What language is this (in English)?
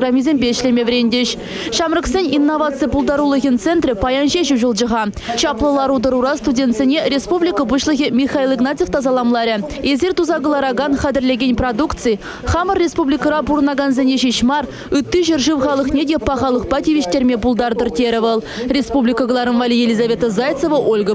Chuvash